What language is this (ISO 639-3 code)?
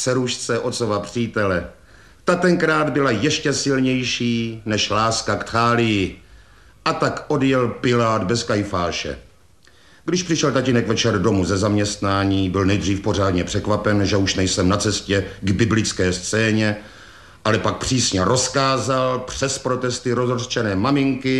ces